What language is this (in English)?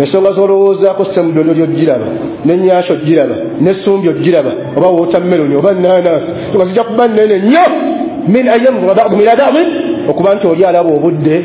Ganda